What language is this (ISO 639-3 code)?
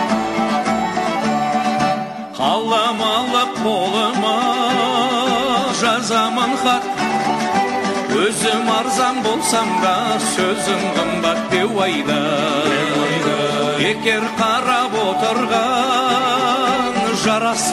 kaz